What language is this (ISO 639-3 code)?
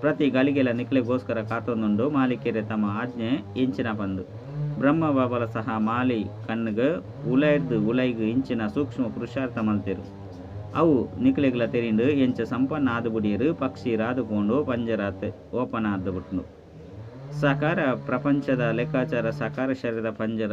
tcy